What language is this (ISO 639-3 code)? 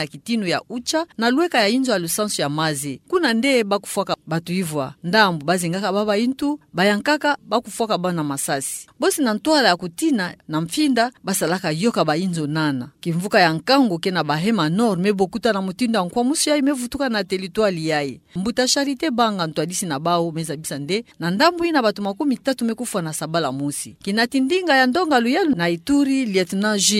ktu